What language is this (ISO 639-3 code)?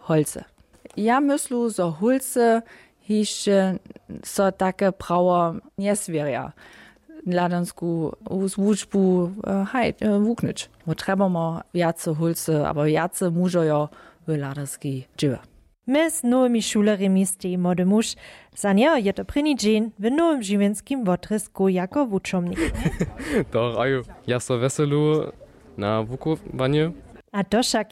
hsb